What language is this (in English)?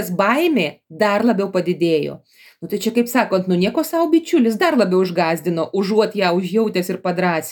Lithuanian